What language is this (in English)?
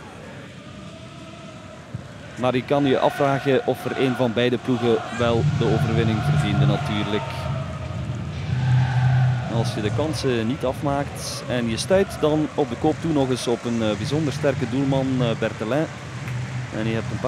Dutch